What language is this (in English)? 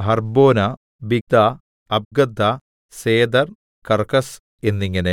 Malayalam